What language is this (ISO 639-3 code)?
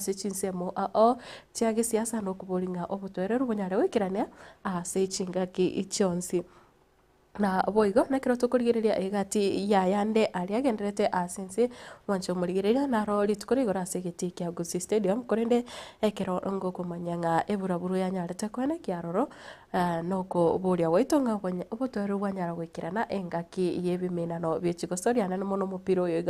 guz